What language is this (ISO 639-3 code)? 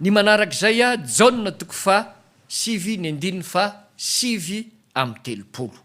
mlg